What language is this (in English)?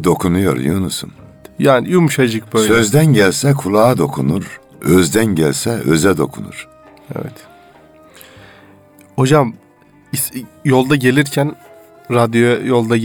Turkish